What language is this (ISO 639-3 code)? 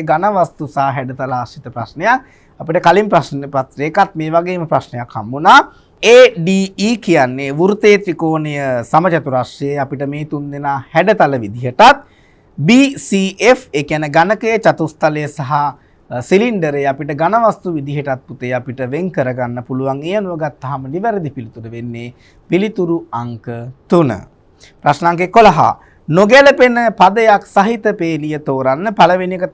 sin